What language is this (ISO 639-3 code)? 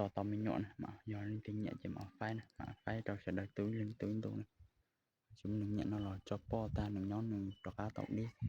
hmn